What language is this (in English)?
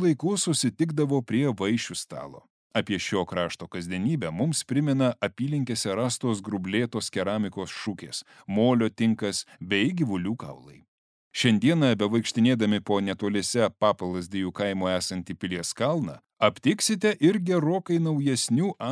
Lithuanian